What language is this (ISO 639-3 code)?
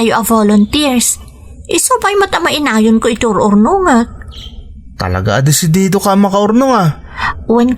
ilo